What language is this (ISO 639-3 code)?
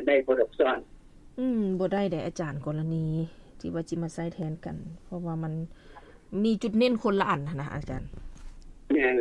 lao